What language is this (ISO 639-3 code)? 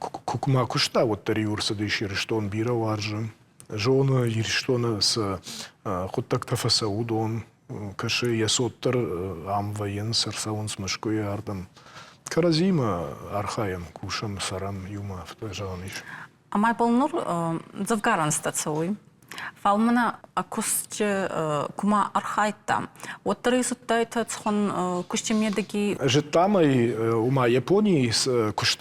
oss